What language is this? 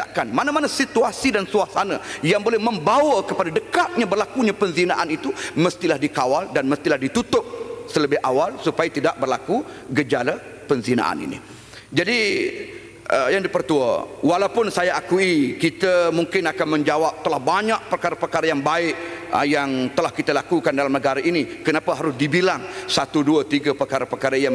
Malay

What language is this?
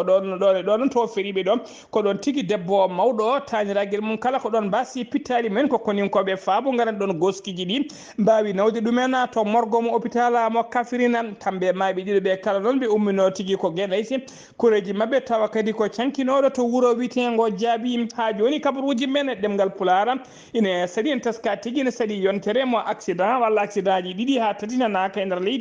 Fula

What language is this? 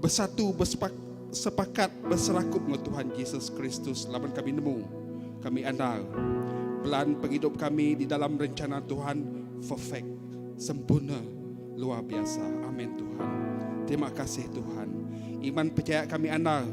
Iban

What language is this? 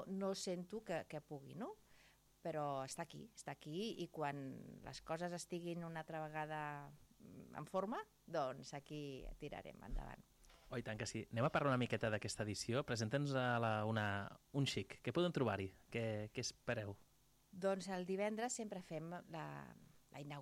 Catalan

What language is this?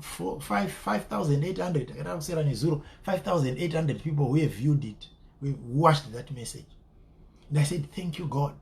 Shona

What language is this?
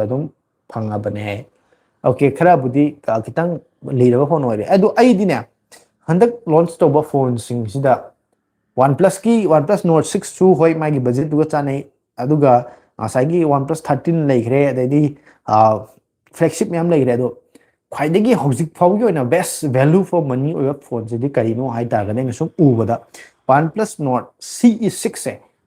Manipuri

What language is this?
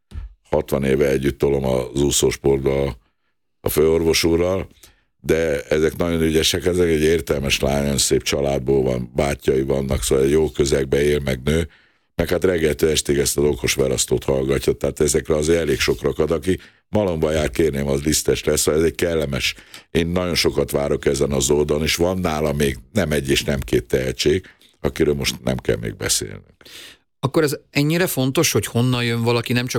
Hungarian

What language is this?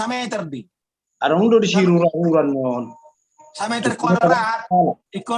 Batak Toba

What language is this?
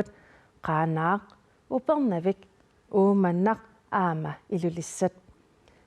Kalaallisut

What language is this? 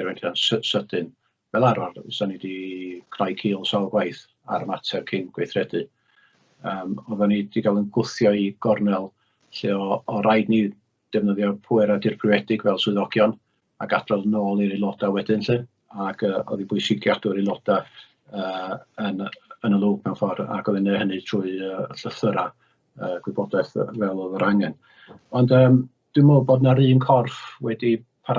Welsh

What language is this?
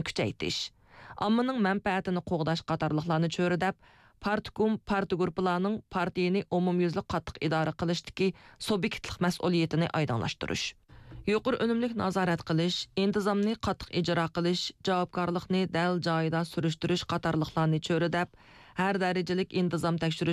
Uyghur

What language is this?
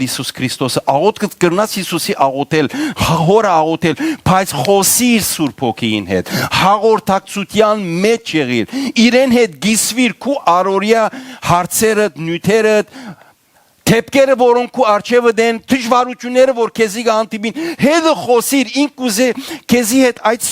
Western Armenian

